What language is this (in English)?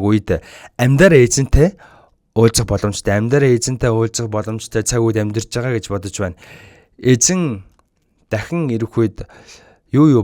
Mongolian